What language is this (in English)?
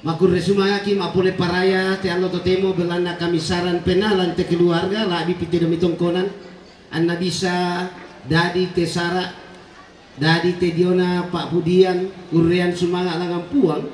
Toraja-Sa'dan